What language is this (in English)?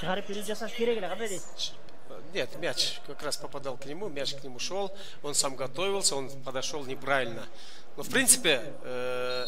Kyrgyz